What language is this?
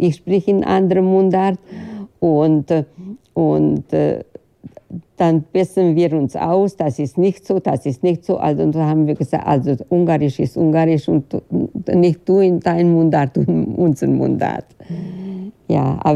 German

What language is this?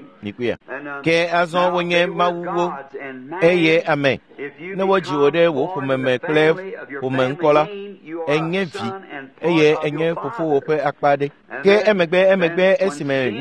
Ewe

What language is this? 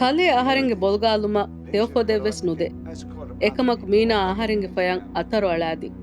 Divehi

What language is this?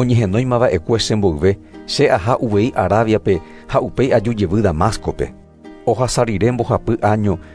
Guarani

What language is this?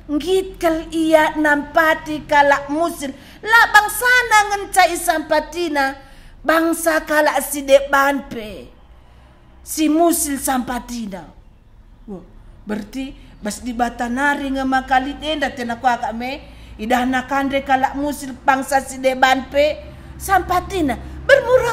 Batak Karo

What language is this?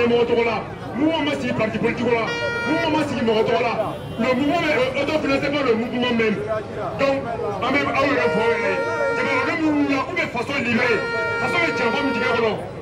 Bambara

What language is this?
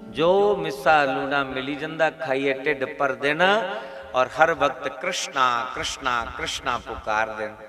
Dogri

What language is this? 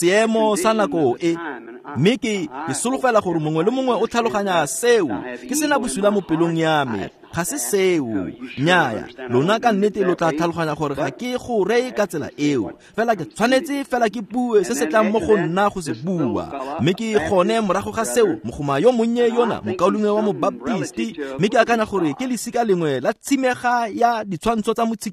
Tswana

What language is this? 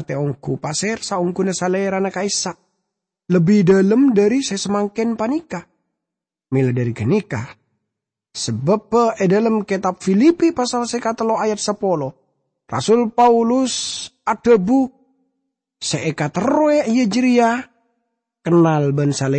Madurese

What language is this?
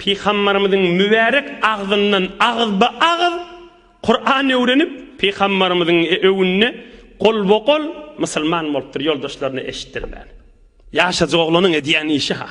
Turkmen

